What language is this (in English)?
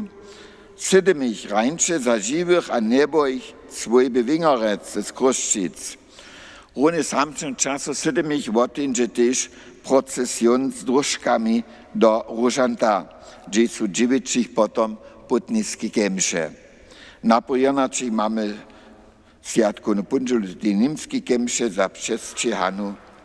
Upper Sorbian